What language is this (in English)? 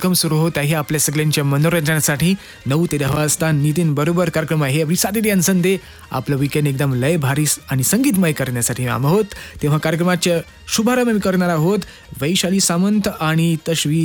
Marathi